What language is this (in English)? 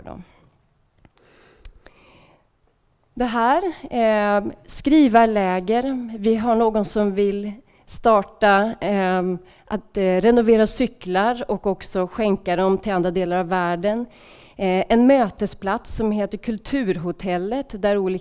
Swedish